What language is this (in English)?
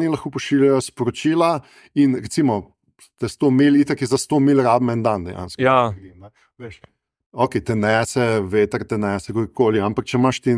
Slovenian